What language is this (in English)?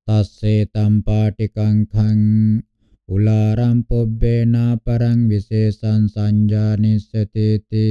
Pali